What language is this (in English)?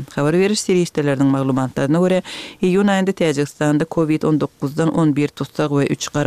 Kyrgyz